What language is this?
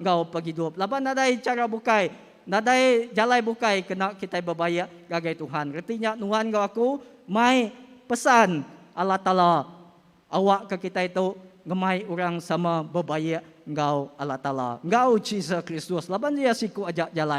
Iban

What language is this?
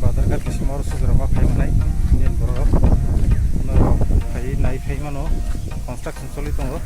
Kok Borok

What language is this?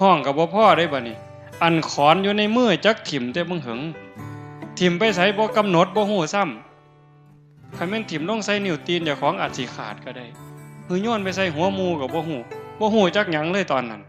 Northeastern Thai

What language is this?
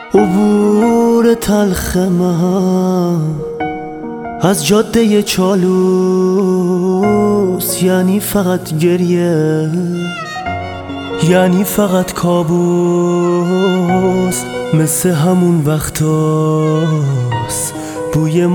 Persian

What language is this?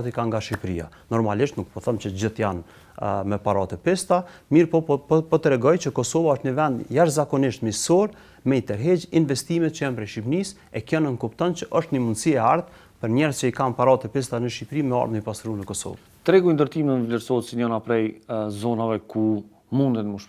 Albanian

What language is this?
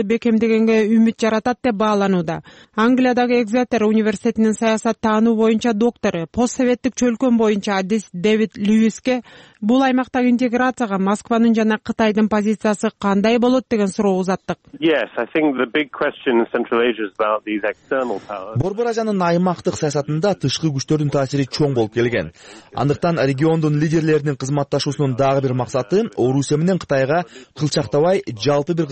Kyrgyz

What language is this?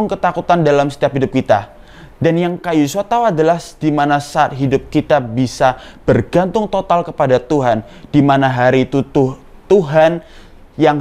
Indonesian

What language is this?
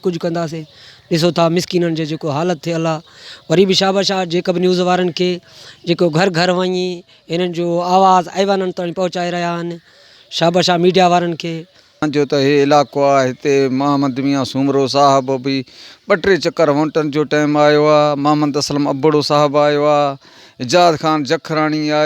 Sindhi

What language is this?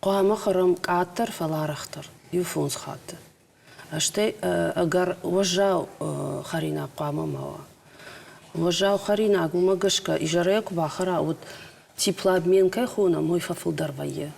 Ossetic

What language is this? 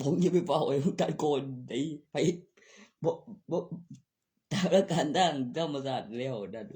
Northeastern Thai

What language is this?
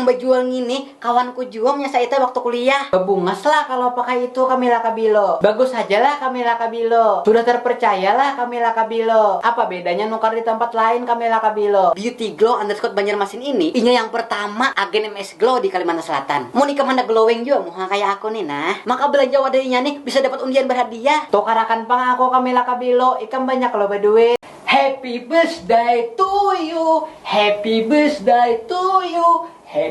Banjar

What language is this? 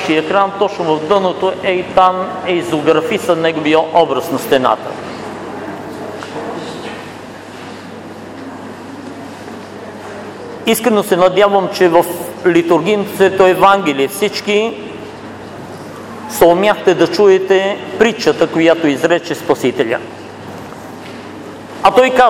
Bulgarian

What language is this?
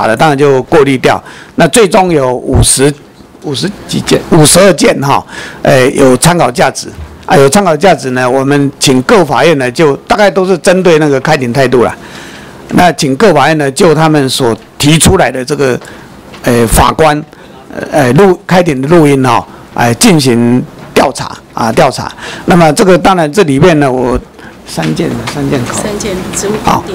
Chinese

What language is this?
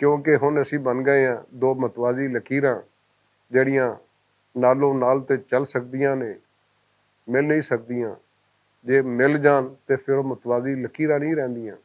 Western Panjabi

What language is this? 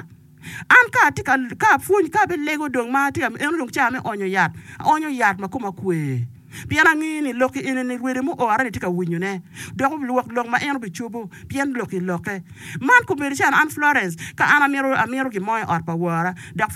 Acoli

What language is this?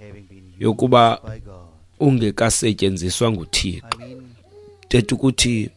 Xhosa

